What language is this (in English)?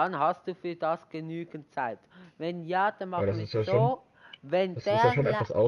Swiss German